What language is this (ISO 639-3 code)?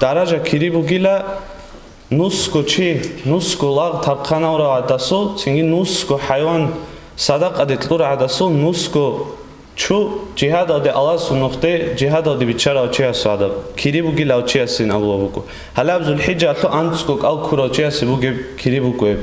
ava